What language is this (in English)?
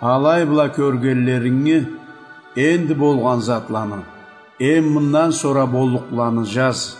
Karachay-Balkar